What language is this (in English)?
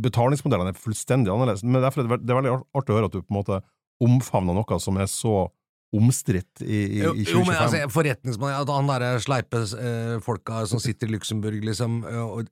Norwegian